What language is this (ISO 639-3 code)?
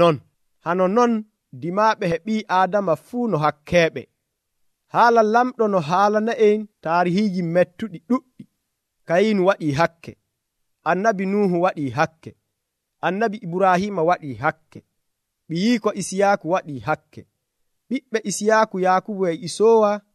fuv